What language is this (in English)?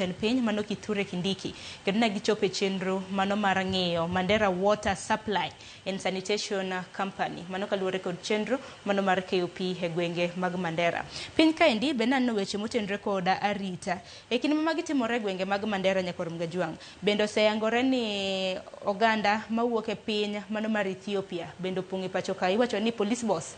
Luo (Kenya and Tanzania)